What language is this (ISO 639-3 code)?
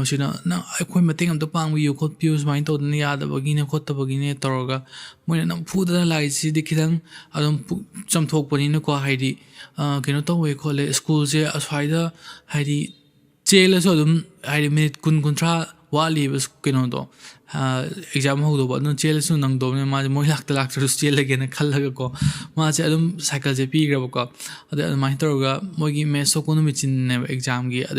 mni